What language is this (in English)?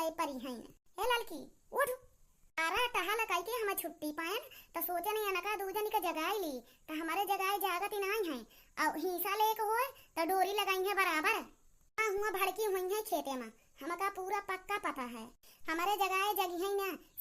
Awadhi